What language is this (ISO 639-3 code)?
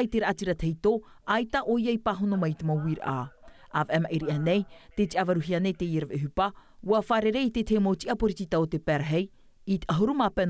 tah